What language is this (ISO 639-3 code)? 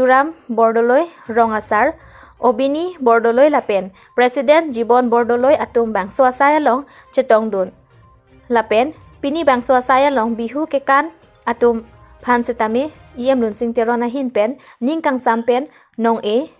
mjw